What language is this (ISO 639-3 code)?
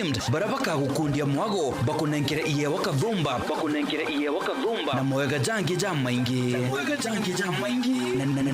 mer